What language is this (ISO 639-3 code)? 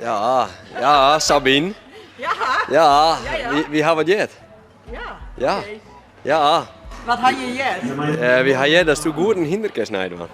fry